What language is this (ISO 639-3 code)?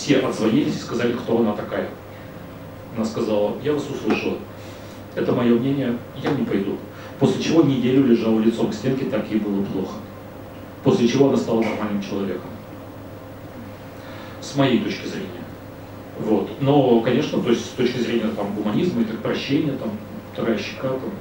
rus